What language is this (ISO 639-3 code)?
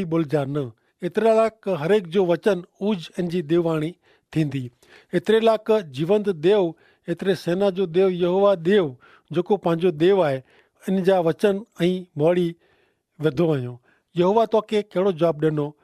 kfr